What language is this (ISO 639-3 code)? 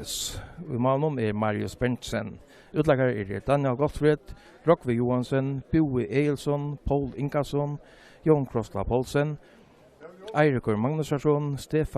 fao